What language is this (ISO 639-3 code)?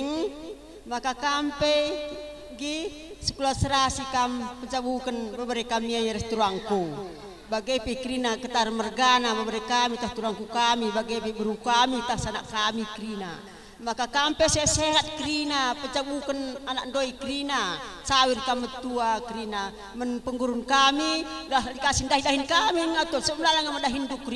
btx